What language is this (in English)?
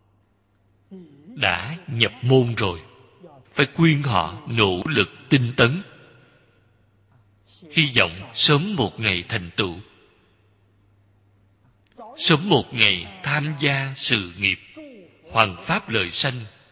Vietnamese